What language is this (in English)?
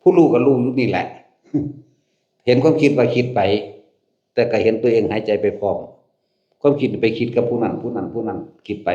Lao